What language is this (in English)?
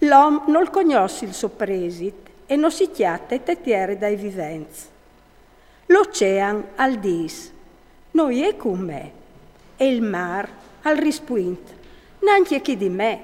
Friulian